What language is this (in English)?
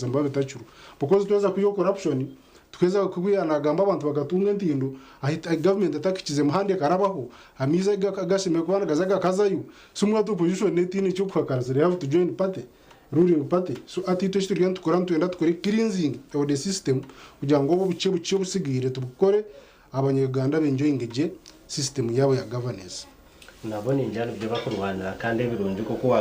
Nyankole